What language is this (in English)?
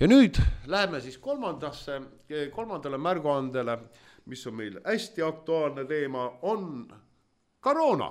Estonian